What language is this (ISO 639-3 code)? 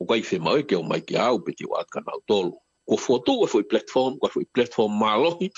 ton